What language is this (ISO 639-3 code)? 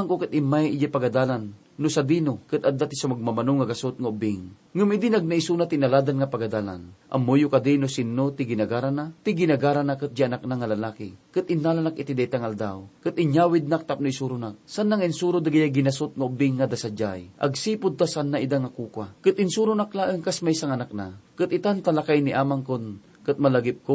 ilo